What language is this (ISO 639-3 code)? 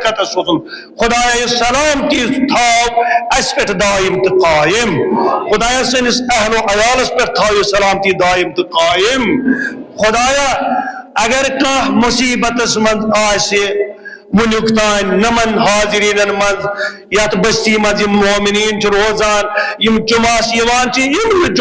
kas